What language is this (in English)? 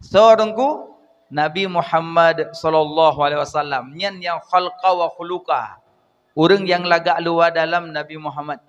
Achinese